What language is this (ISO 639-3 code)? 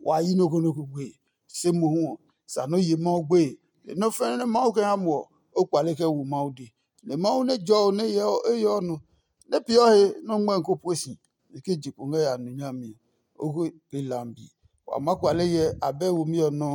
ada